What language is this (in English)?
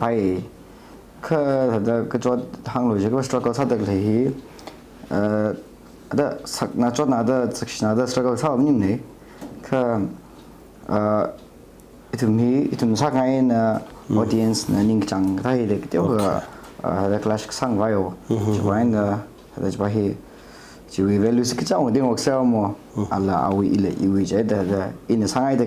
Tangkhul Naga (India)